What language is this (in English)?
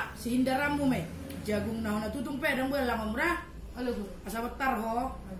Batak Toba